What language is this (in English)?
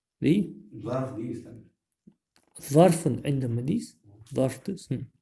Ingush